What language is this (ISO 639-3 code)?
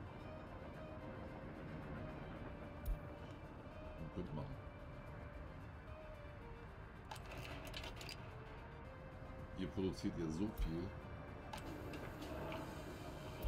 deu